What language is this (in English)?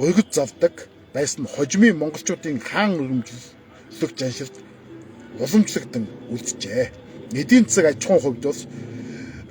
Mongolian